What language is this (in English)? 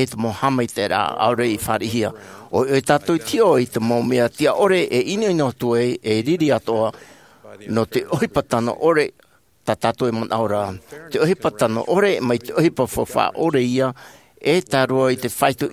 Tahitian